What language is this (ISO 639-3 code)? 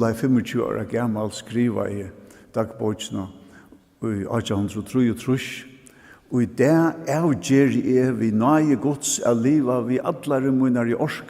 fao